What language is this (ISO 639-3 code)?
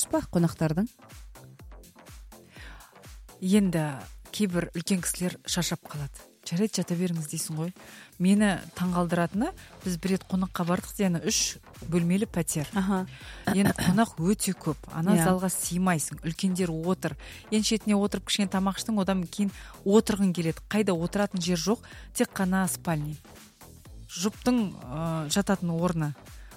kaz